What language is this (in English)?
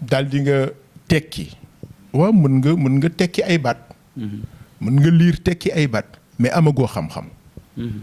Wolof